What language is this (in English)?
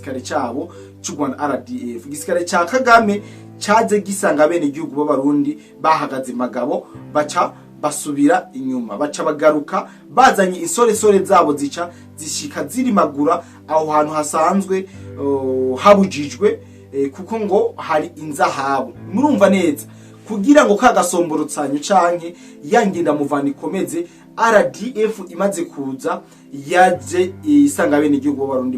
Rundi